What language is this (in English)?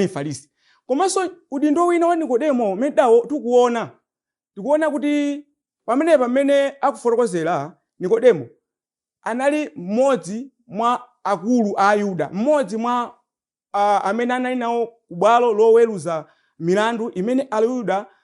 Nyanja